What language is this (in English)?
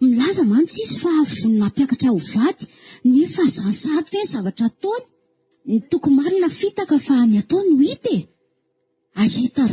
Malagasy